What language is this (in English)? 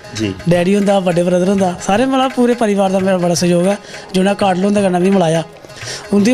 Dogri